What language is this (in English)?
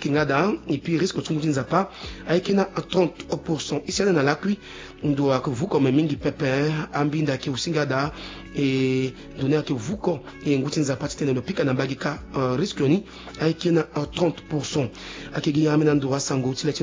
Sango